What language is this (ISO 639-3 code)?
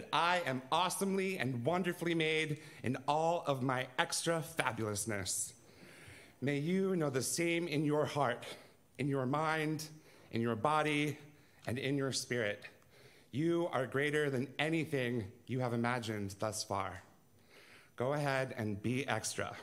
eng